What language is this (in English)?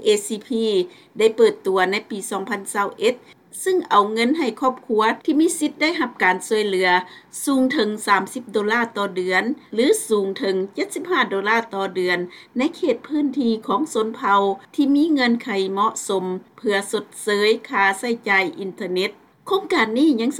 Lao